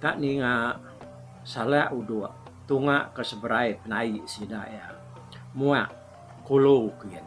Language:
Iban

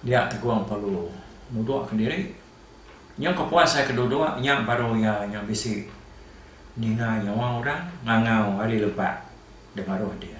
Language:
Iban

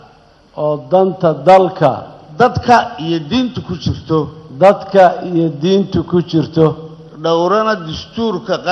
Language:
Somali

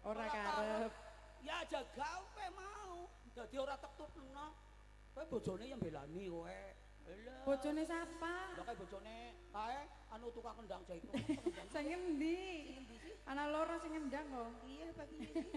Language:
Javanese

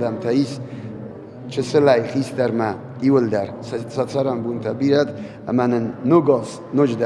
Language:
Ossetic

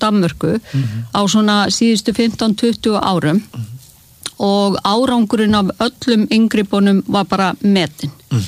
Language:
Icelandic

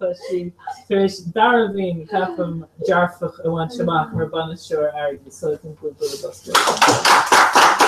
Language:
Irish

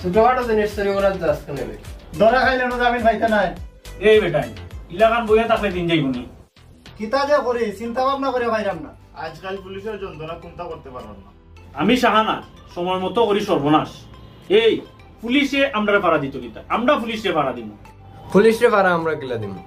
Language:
Sylheti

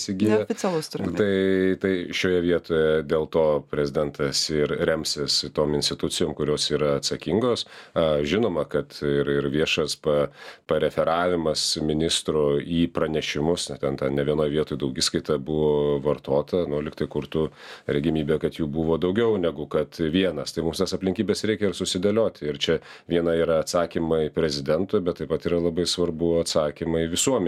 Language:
Lithuanian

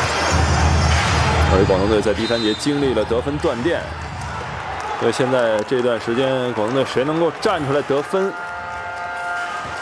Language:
Chinese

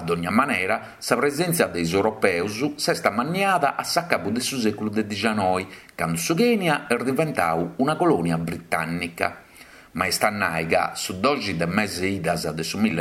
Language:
Sardinian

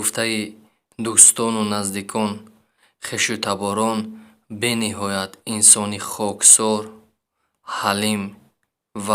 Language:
Tajik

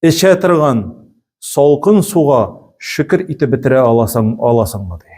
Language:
Tatar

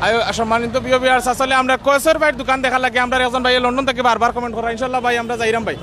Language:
Sylheti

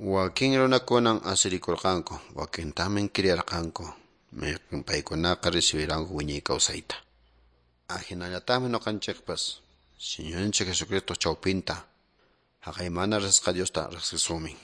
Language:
Quechua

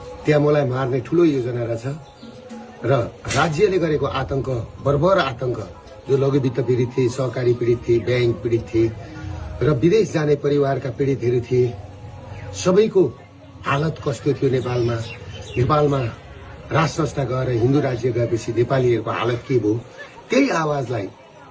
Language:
Nepali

